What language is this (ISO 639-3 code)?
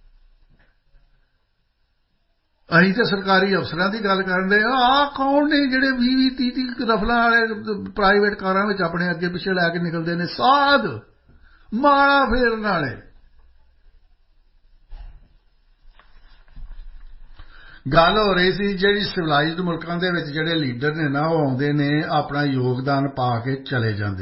pan